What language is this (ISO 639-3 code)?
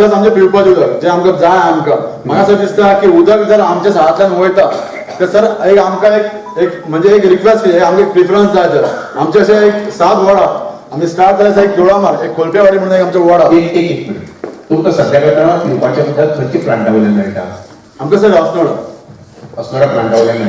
kok